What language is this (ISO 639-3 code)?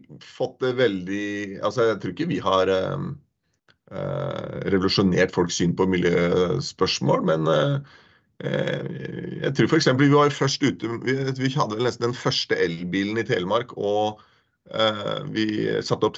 nor